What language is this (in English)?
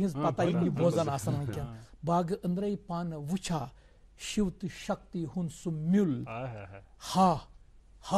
Kashmiri